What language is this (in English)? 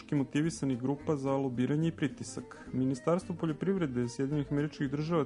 Serbian